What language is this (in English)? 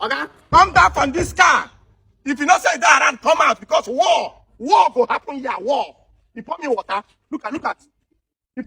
Nigerian Pidgin